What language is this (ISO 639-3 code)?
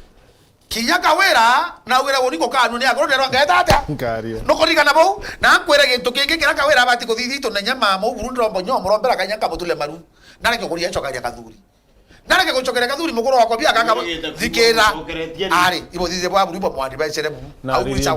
mer